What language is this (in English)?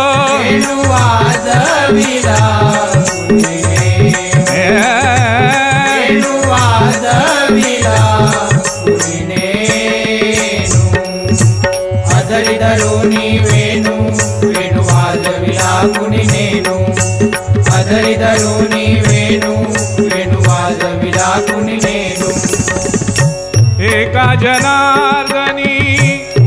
Marathi